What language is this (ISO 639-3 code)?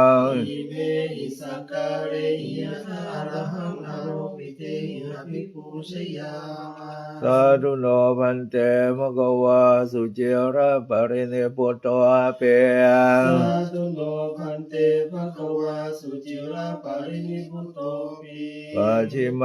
pli